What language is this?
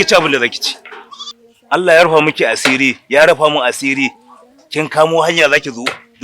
Hausa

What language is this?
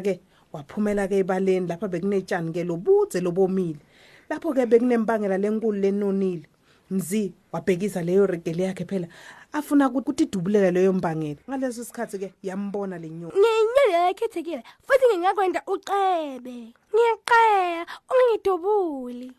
Swati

